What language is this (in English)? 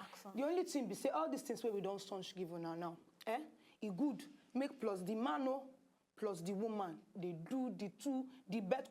Nigerian Pidgin